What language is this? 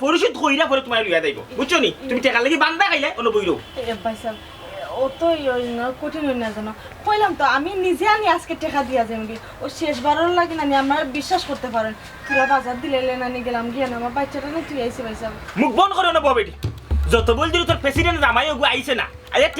Sylheti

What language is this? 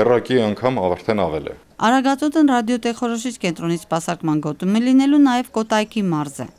Armenian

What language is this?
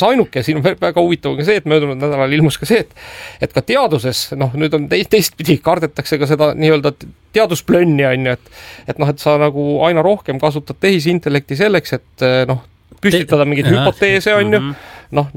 Estonian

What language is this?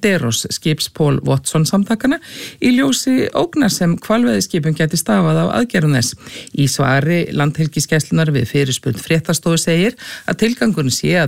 Icelandic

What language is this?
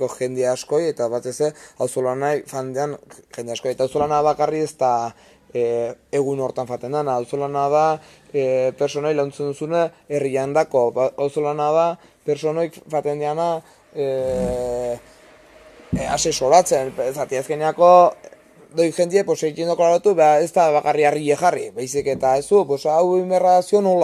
Basque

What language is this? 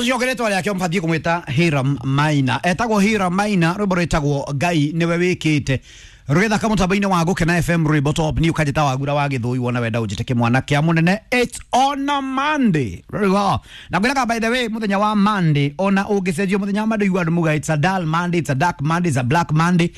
Kikuyu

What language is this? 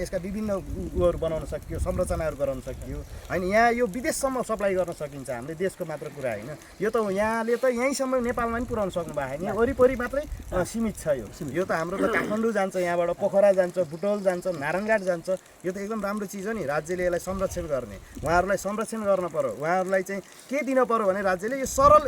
Nepali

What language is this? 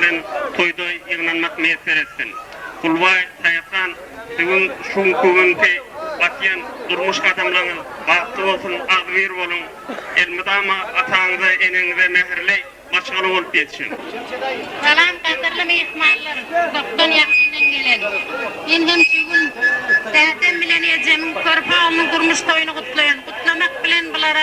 Turkmen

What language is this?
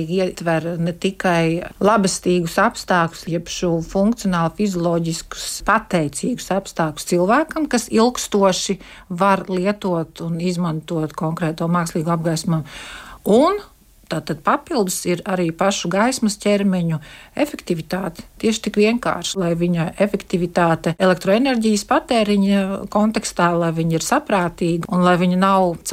Latvian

